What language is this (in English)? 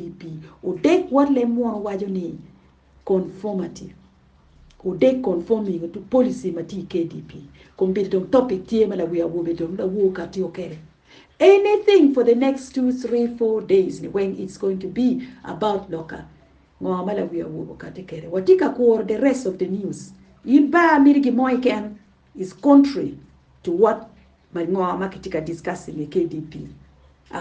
Acoli